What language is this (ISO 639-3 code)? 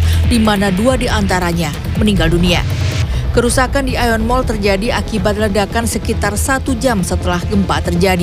ind